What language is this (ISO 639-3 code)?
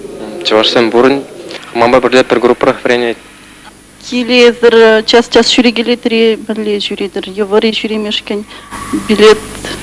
chv